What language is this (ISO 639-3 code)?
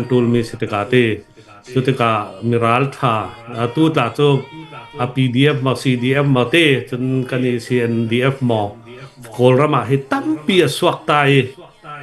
cnh